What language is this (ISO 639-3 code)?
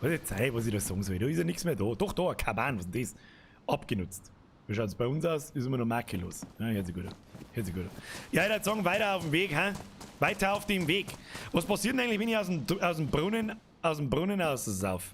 bar